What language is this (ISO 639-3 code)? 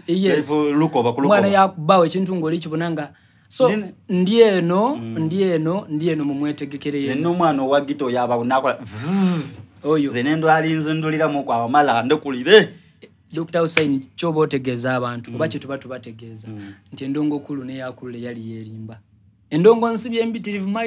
xog